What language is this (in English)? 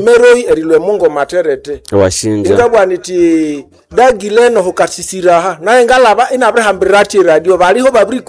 Nande